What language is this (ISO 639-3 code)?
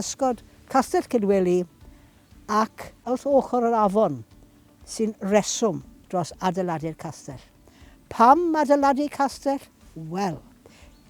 cym